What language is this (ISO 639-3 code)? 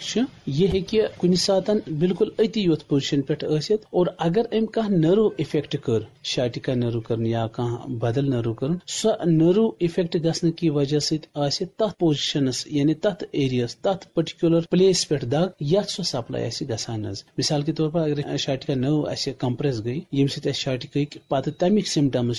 kas